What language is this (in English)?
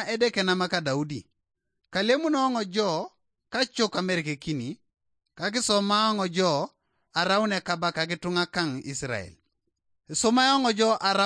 Teso